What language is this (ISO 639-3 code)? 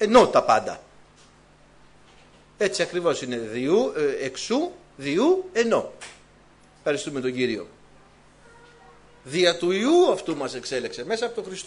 ell